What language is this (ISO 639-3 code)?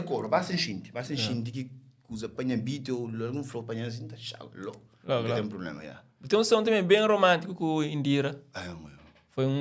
kea